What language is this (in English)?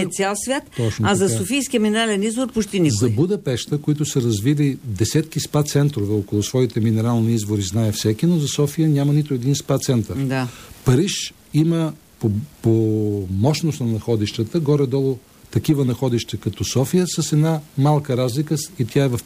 Bulgarian